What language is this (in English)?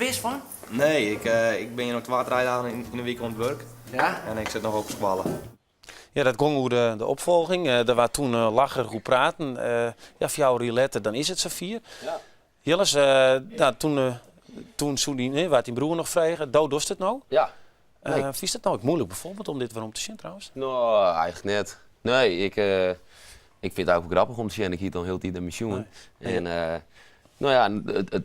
Western Frisian